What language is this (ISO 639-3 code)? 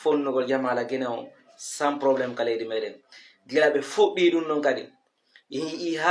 ful